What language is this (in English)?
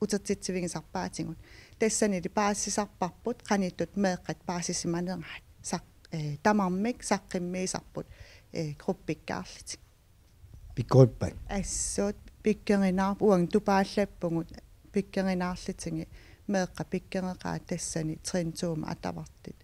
Kalaallisut